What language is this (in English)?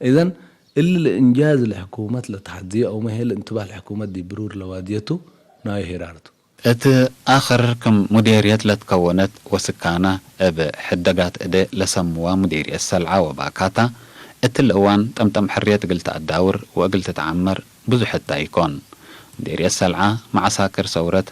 Tigre